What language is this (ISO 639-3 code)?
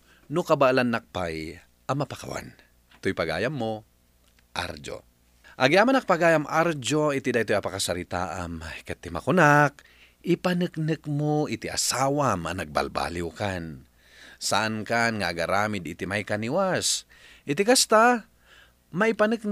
ilo